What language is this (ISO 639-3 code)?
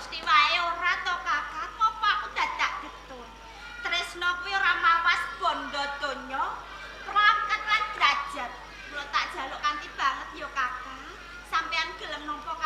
jav